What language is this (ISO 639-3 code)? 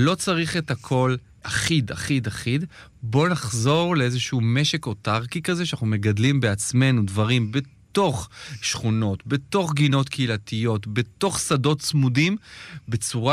heb